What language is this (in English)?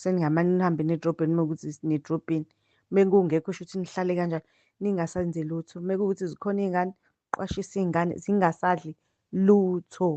Zulu